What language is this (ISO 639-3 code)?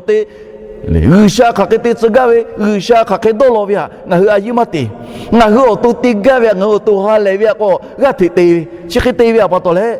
lhu